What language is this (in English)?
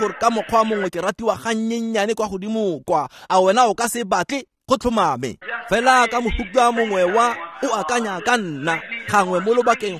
Tswana